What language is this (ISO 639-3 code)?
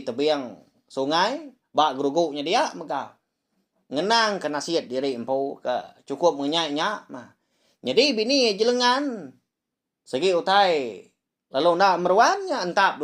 iba